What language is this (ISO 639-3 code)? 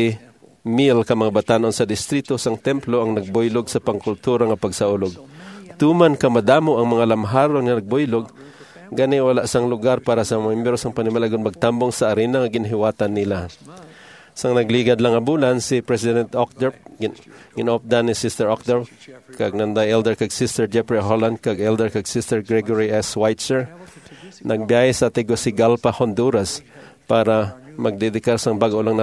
hil